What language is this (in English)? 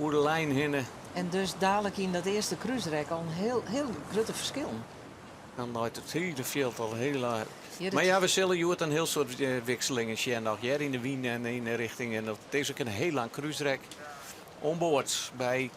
Western Frisian